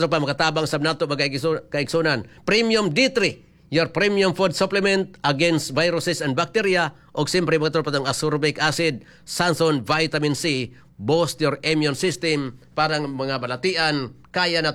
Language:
Cebuano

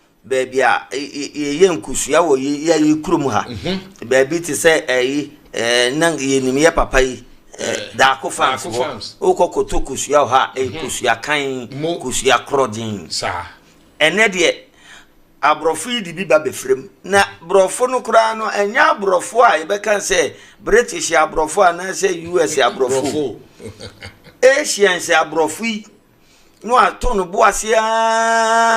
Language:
Akan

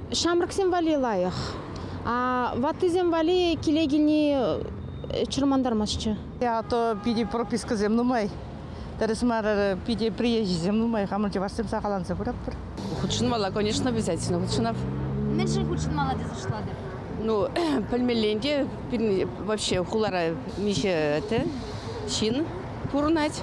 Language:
Chuvash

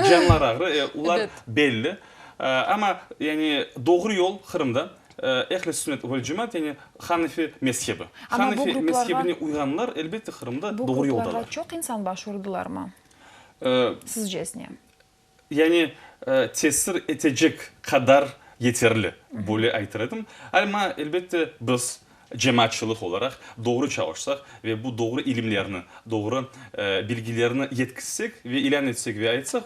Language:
Crimean Tatar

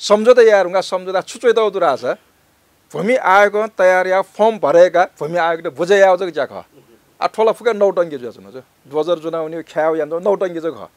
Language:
Newari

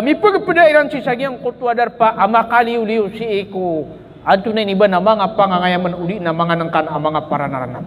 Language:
Maranao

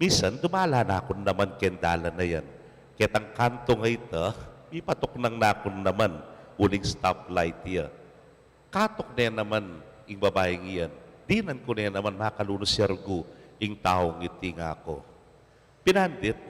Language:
Pampanga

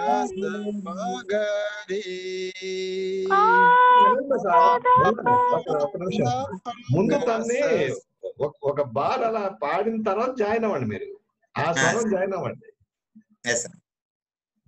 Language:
Telugu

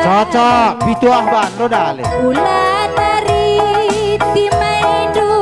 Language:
Batak Karo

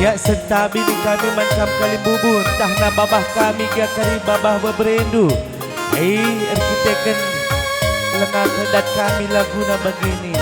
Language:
Batak Karo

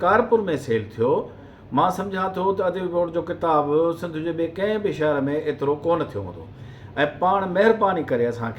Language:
Sindhi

